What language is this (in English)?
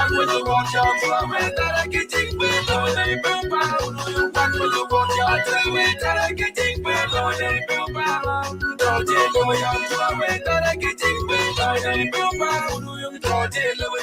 Acoli